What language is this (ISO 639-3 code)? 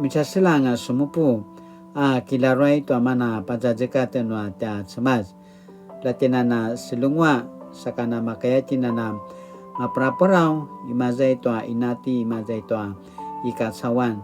pwn